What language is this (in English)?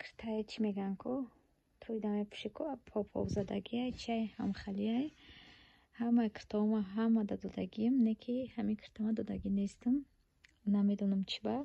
Tajik